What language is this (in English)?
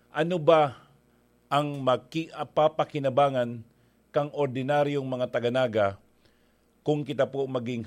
Bikol